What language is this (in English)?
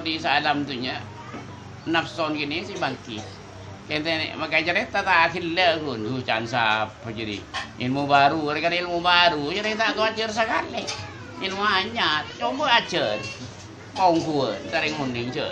Madurese